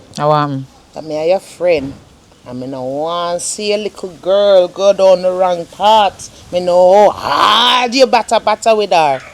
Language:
Jamaican Creole English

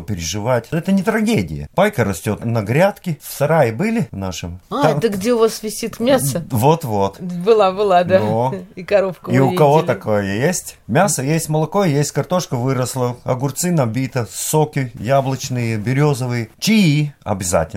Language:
Russian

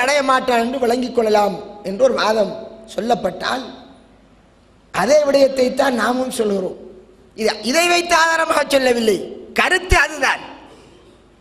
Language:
Tamil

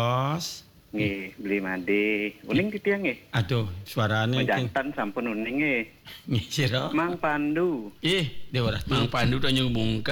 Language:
Balinese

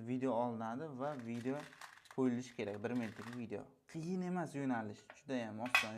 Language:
Uzbek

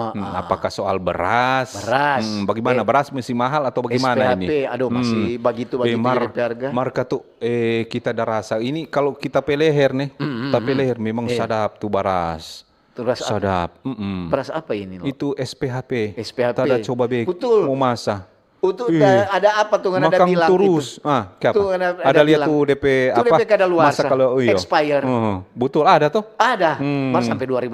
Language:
Manado Malay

